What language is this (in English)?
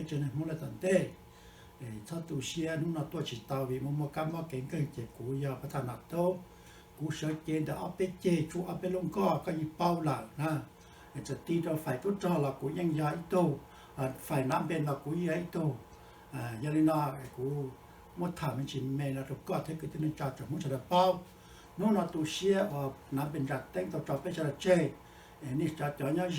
Hmong